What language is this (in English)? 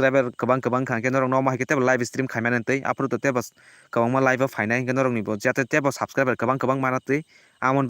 Kok Borok